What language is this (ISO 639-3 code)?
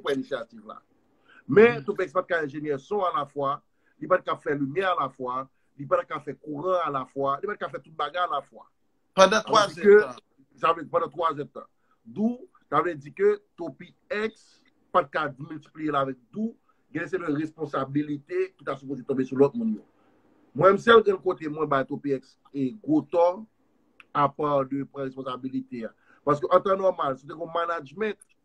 hat